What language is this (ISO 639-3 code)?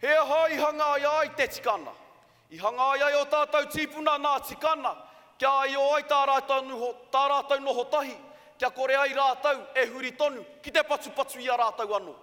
mri